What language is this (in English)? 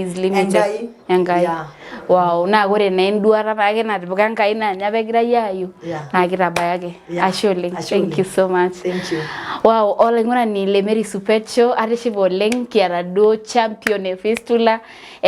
Masai